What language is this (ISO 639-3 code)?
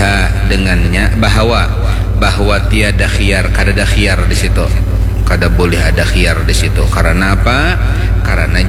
bjn